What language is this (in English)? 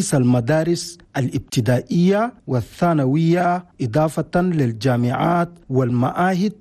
Chadian Arabic